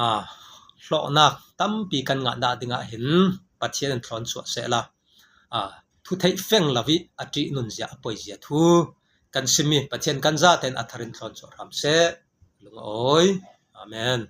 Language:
Falam Chin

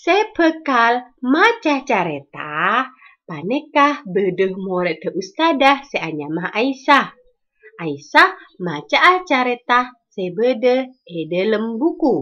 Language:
Madurese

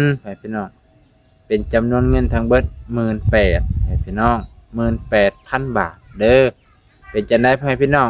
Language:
Lao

